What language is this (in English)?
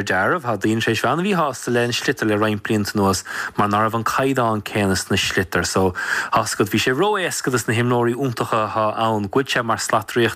Irish